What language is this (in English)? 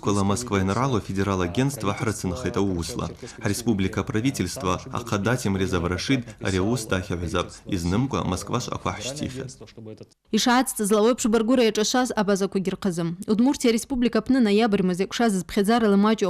Abkhazian